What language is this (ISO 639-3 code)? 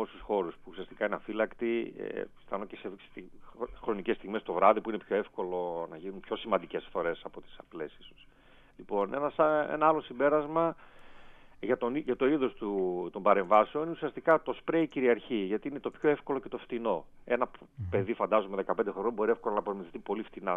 ell